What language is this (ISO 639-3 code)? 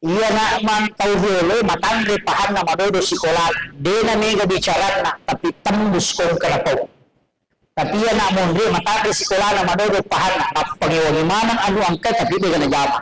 bug